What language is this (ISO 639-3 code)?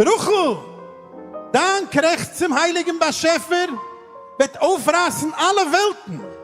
yid